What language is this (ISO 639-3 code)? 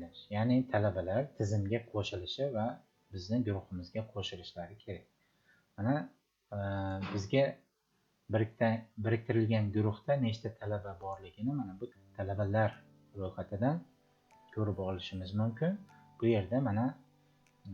uzb